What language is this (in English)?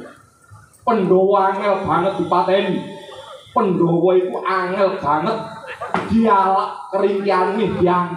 Javanese